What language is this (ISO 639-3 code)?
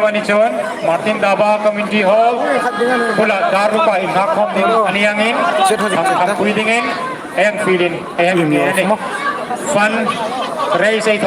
hmr